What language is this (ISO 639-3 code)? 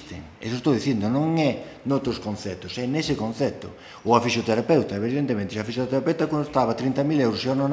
glg